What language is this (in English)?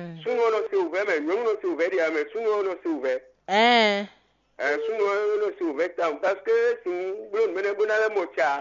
Fon